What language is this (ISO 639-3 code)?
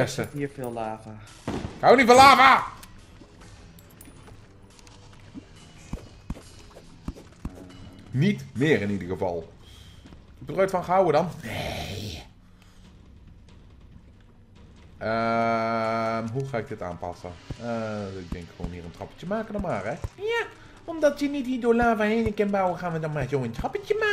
nld